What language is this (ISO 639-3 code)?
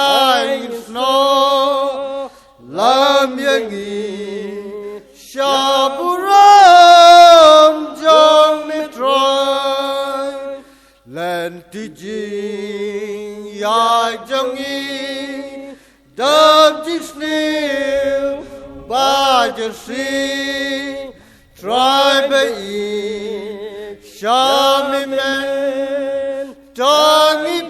kha